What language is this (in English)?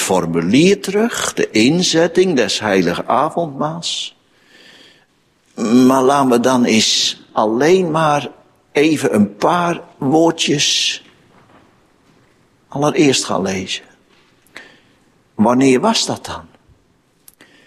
Dutch